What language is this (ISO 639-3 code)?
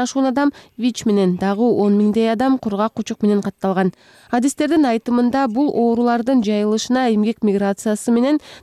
kir